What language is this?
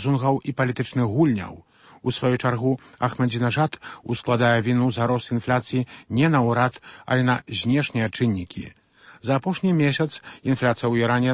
Belarusian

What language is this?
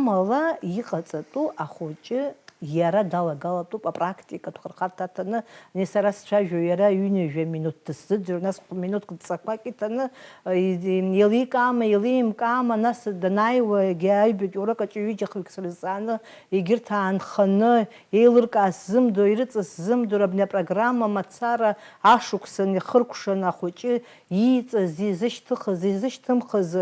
Abkhazian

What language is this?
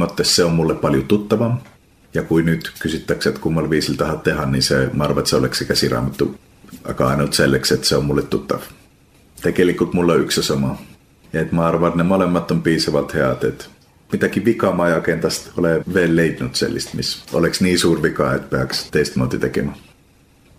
Estonian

